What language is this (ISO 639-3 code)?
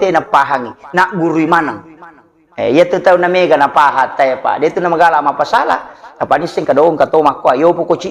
bug